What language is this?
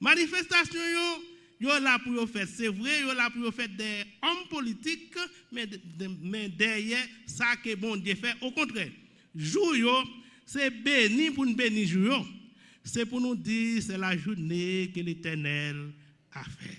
Haitian Creole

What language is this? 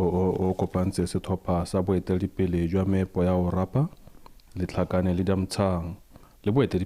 Tswana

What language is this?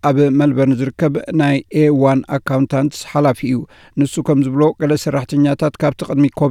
Tigrinya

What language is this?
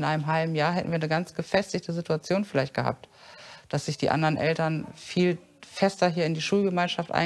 German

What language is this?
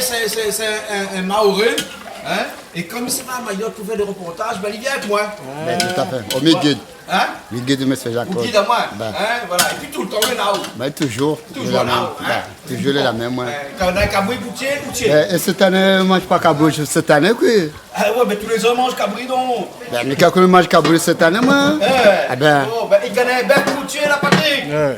Réunion Creole French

